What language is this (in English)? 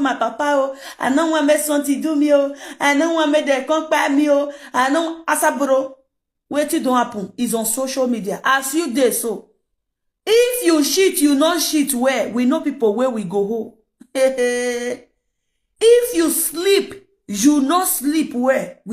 Nigerian Pidgin